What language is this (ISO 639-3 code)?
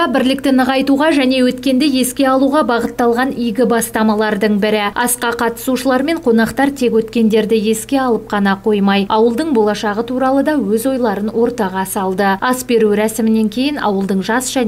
kaz